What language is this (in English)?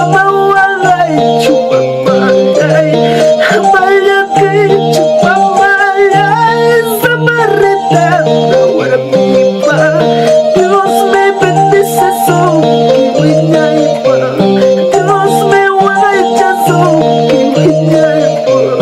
Ayacucho Quechua